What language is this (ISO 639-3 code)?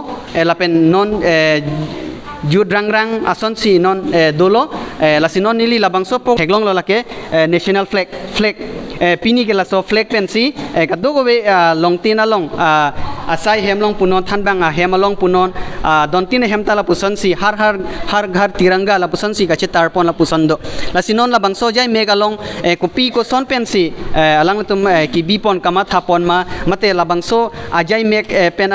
mjw